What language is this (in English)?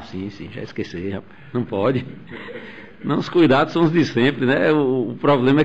Portuguese